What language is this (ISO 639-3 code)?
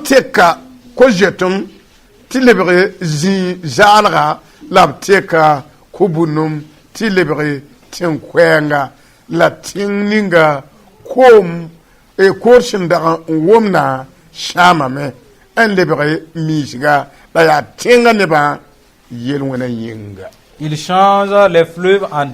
mos